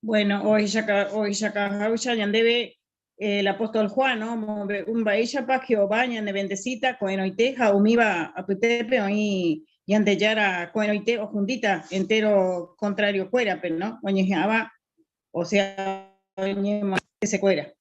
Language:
Guarani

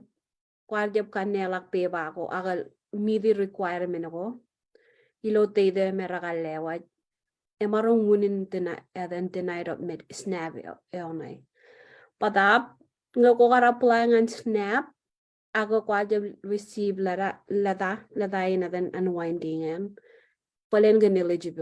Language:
Marshallese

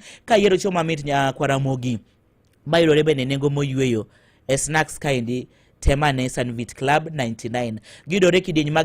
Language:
Luo (Kenya and Tanzania)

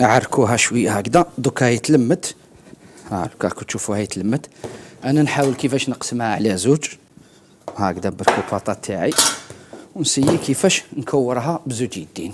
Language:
Algerian Arabic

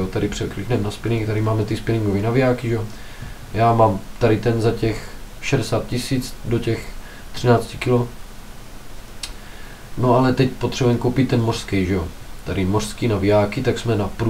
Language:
Czech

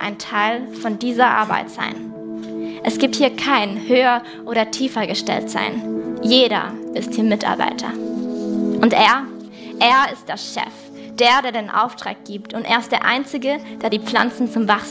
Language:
Swiss German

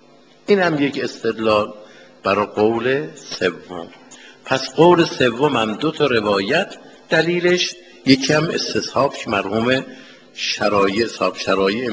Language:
Persian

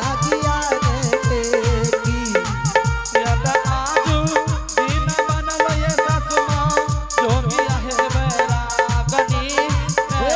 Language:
Angika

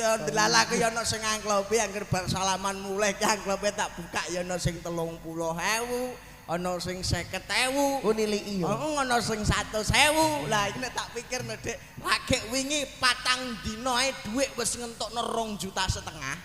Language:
Javanese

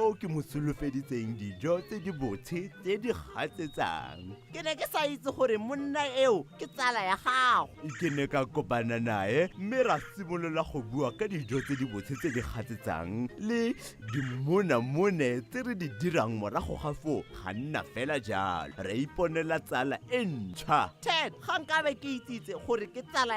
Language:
Tswana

